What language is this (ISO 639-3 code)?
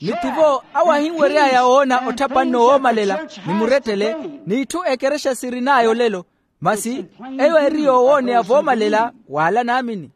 vmw